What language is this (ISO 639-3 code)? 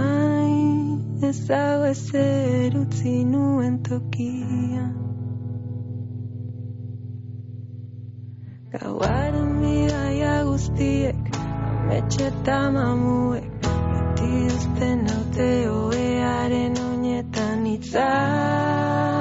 eus